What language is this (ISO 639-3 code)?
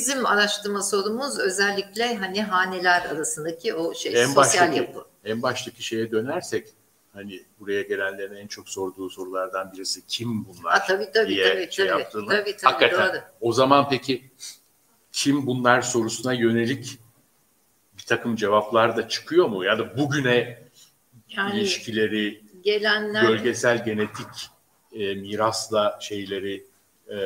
tur